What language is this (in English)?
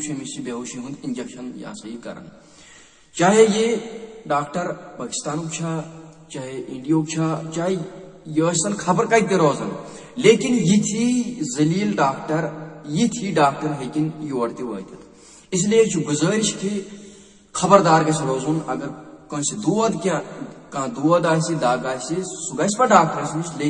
Kashmiri